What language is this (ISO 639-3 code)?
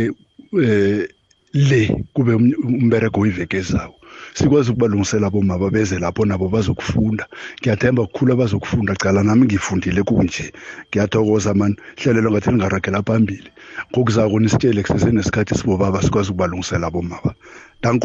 nbl